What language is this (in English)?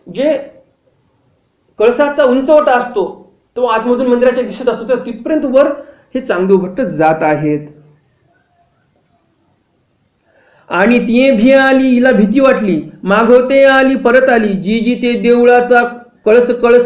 Marathi